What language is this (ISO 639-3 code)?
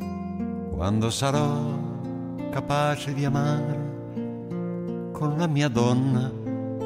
ita